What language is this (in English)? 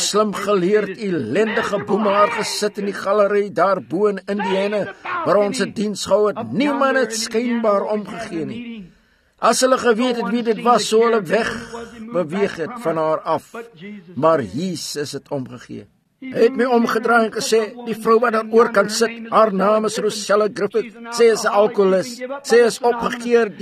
Afrikaans